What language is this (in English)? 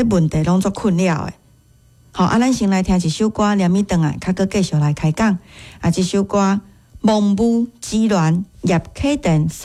Min Nan Chinese